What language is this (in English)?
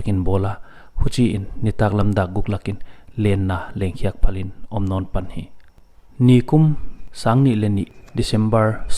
Paite Chin